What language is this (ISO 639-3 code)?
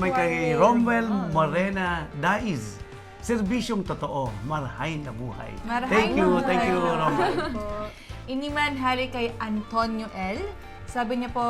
bik